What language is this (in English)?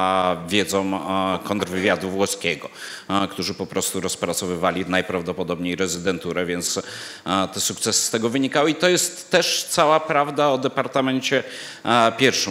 Polish